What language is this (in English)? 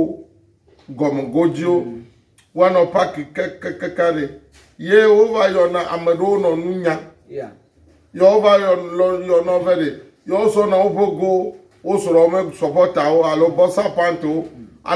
Ewe